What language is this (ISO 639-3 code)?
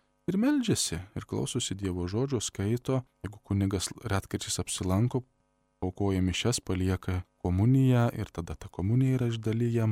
lit